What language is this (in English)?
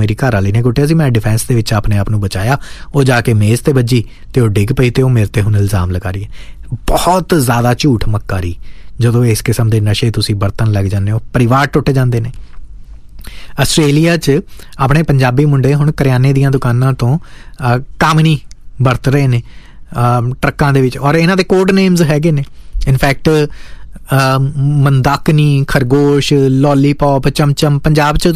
Punjabi